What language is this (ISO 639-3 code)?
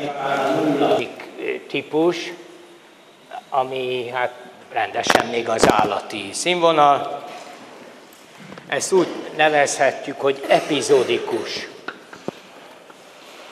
hun